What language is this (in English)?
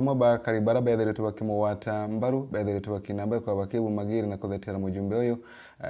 Meru